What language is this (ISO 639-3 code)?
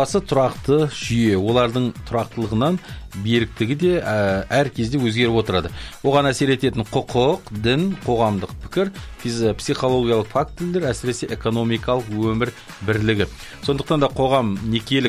kaz